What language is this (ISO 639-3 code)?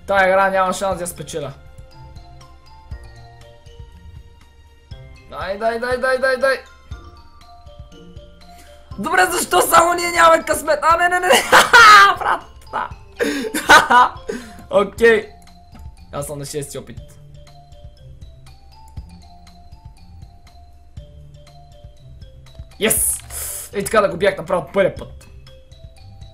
bul